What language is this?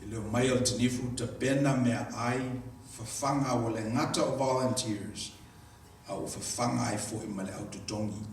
Samoan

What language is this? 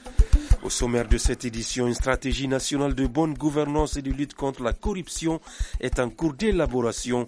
French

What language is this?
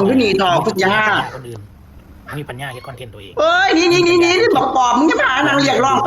Northeastern Thai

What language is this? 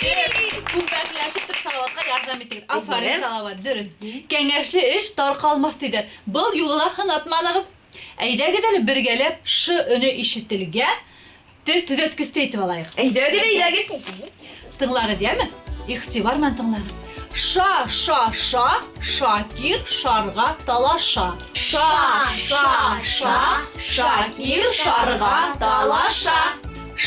Bashkir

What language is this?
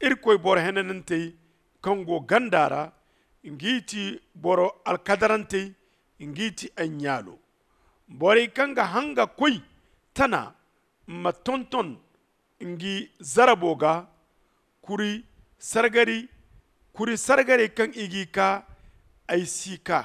Zarma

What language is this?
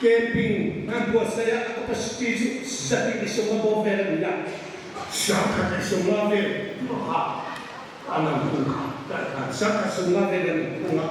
Hmar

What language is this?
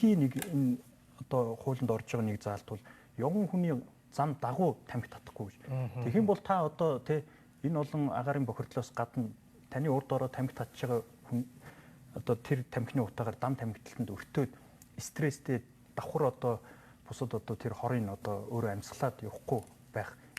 Mongolian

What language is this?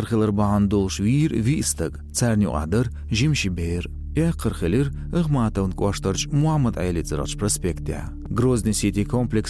Chechen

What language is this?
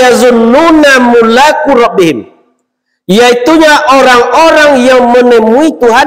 Minangkabau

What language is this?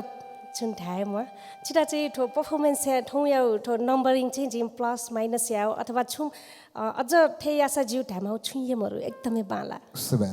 Newari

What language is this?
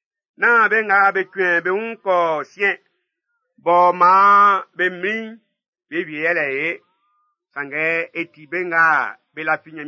Baoulé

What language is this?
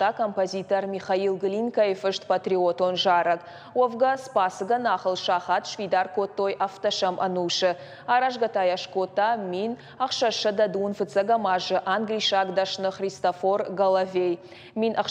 Ossetic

